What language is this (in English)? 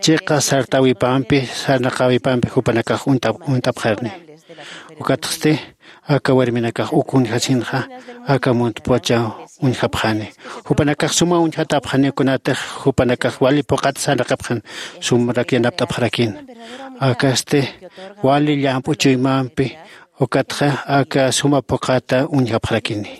Aymara